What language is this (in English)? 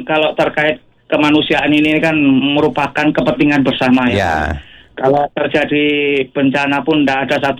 Indonesian